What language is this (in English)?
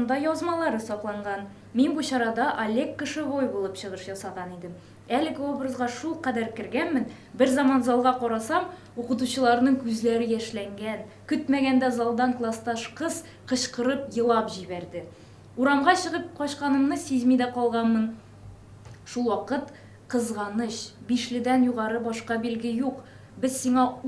Tatar